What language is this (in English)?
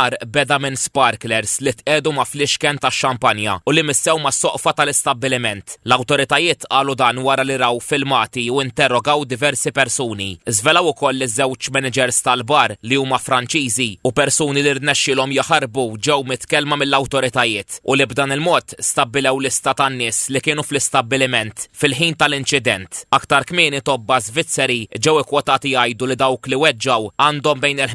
Maltese